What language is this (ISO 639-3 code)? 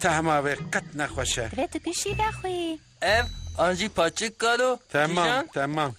kur